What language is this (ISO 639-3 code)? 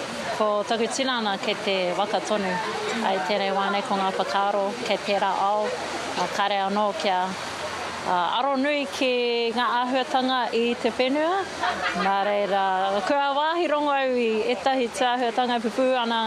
mri